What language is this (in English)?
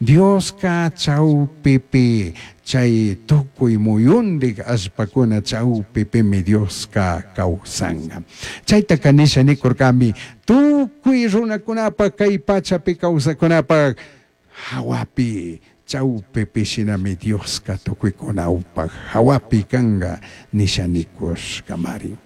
Chimborazo Highland Quichua